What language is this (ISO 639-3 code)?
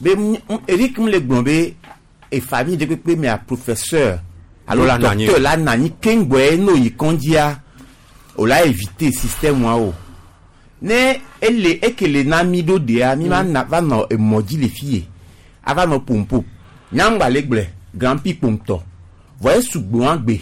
gej